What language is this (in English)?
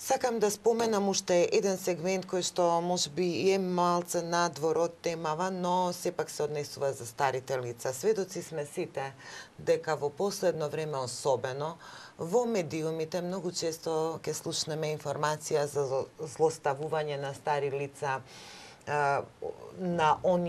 Macedonian